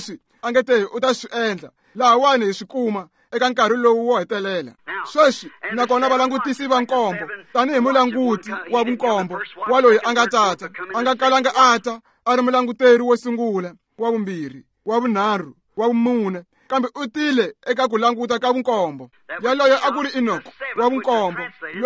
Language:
Tsonga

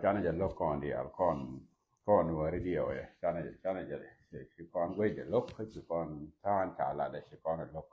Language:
Nuer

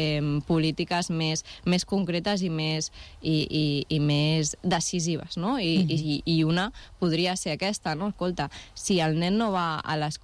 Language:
Catalan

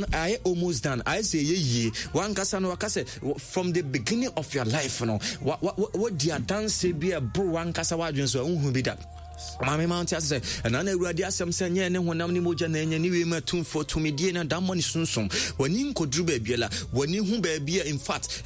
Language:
Akan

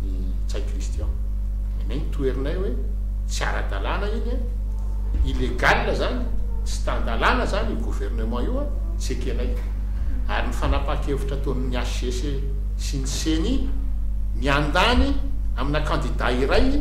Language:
Malagasy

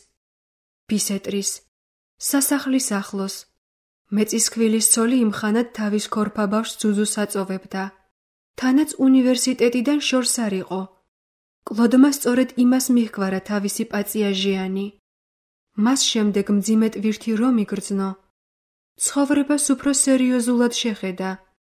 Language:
Georgian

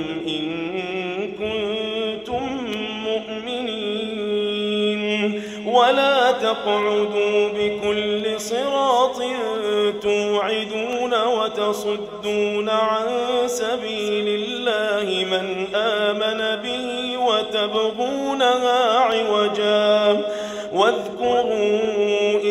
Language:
Arabic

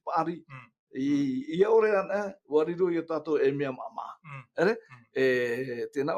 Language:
Tahitian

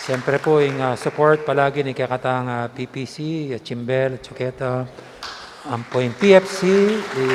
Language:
Pampanga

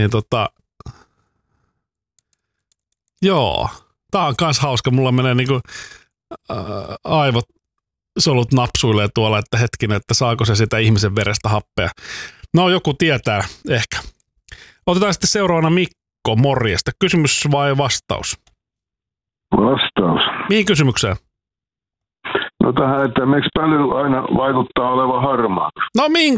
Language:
Finnish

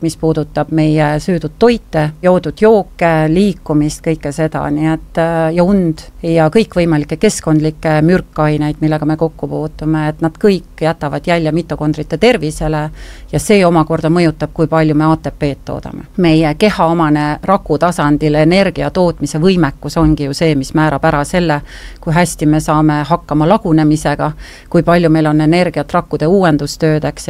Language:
Estonian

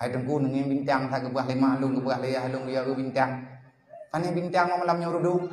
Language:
Achinese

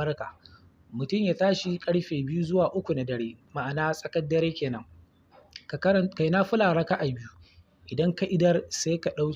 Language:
Hausa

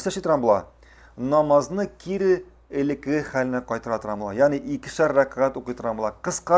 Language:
Tatar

